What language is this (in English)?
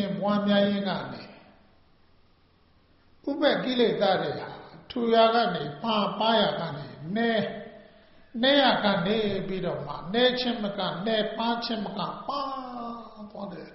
Burmese